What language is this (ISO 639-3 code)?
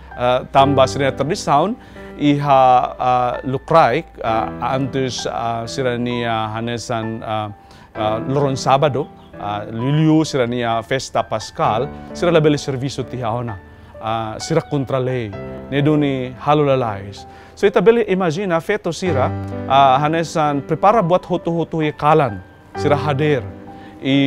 tet